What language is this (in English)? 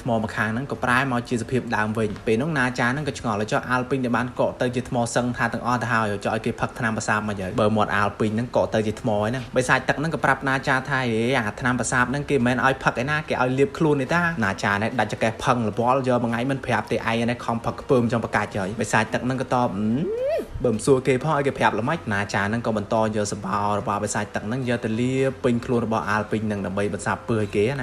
Khmer